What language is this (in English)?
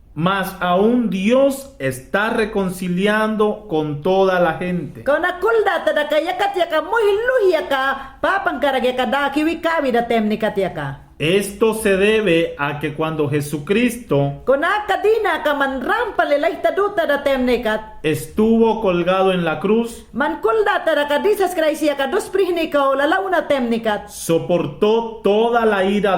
Mayangna